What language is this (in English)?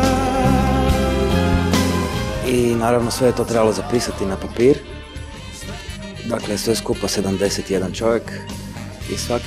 Croatian